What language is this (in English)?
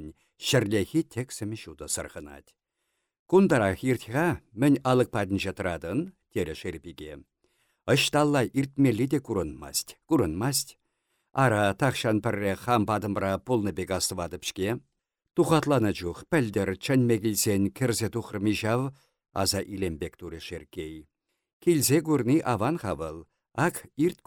Chuvash